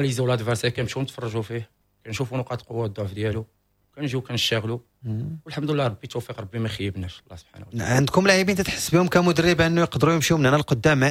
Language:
Moroccan Arabic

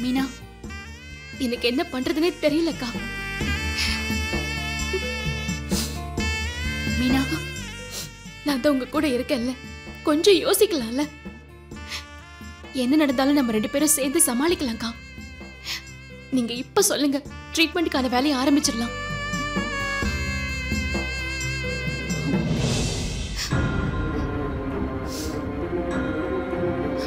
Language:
Tamil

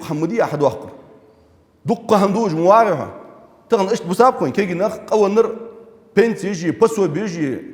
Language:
Ingush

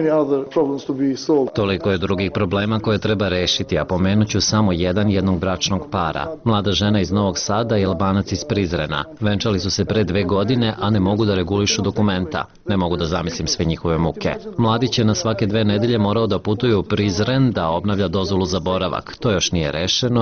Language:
Serbian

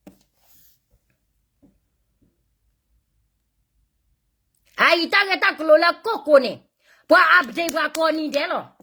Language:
S'gaw Karen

